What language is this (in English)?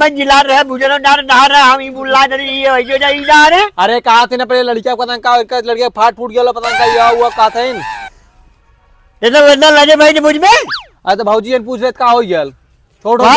Awadhi